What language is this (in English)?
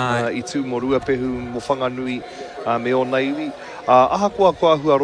Māori